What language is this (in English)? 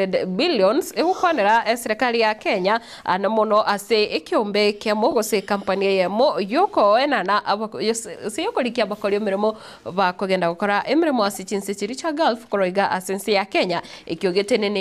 Gusii